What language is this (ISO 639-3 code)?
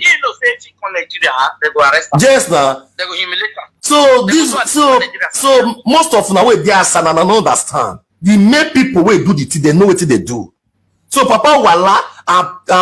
pcm